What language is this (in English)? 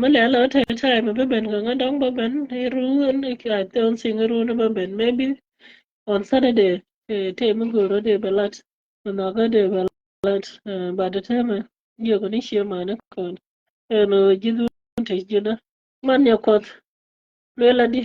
Nuer